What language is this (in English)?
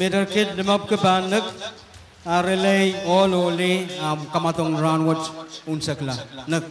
Pohnpeian